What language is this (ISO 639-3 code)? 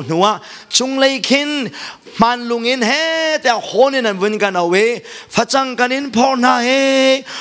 cnh